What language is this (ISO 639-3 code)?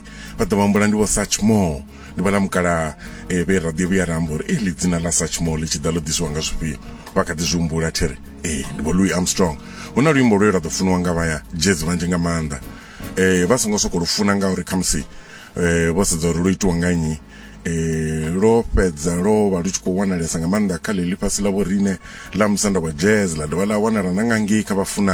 ven